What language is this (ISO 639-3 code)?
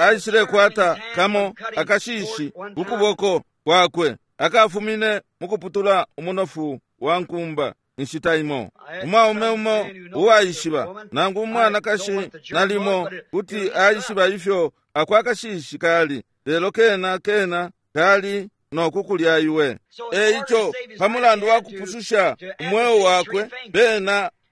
bem